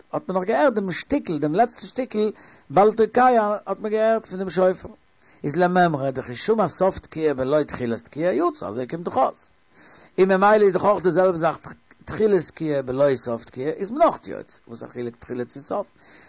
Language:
Yiddish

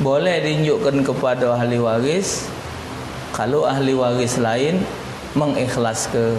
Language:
Musi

